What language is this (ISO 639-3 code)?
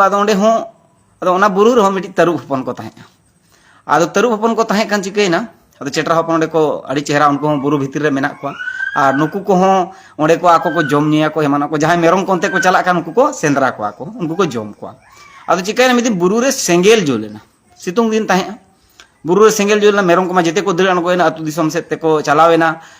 sat